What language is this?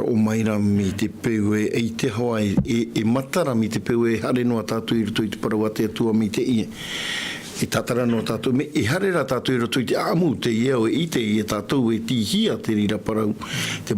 Tahitian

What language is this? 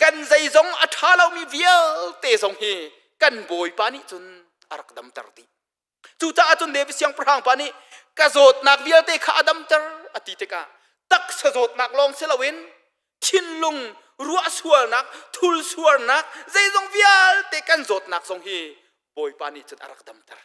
Hakha Chin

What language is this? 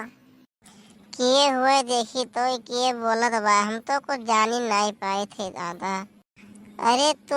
Awadhi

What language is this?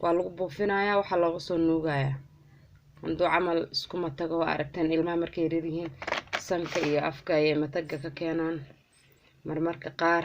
Somali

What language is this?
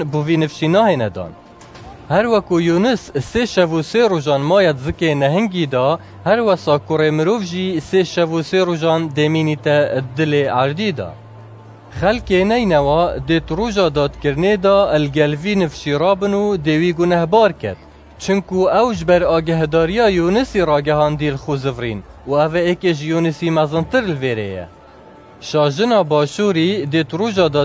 Kurdish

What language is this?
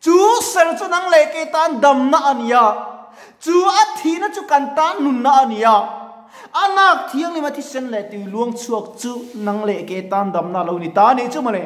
Mizo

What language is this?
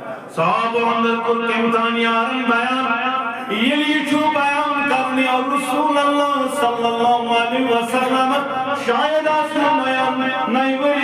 Kashmiri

